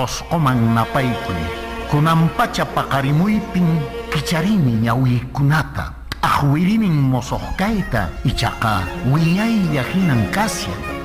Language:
Quechua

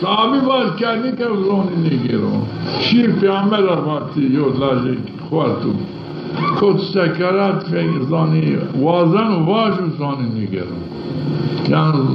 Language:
Zaza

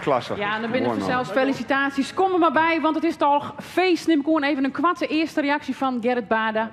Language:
Western Frisian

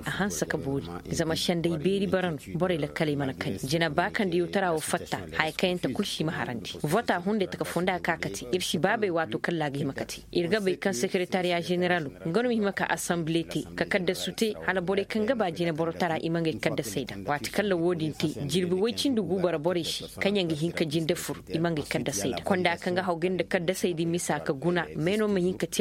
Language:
Zarma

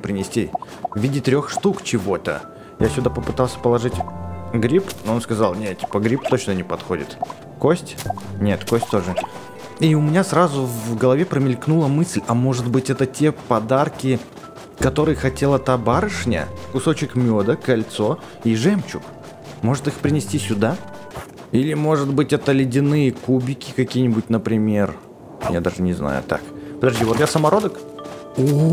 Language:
Russian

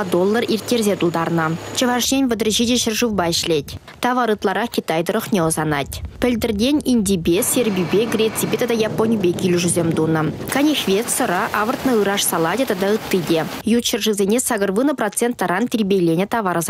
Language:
Chuvash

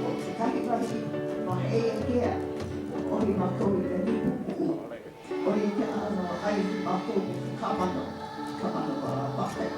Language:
Hawaiian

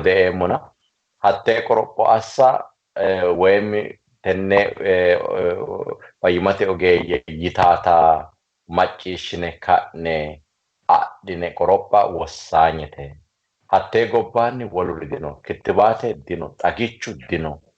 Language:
Sidamo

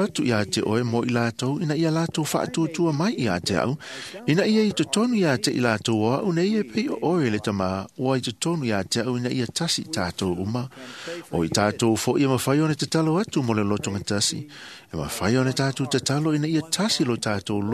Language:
Samoan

